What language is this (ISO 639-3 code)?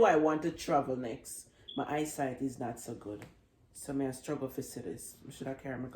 jam